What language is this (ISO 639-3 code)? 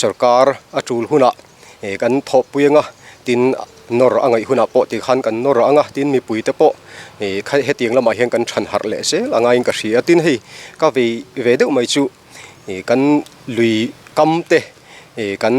lus